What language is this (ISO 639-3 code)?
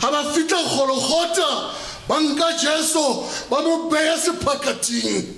sot